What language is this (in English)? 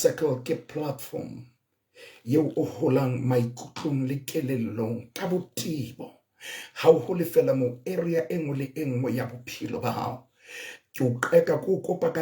Southern Sotho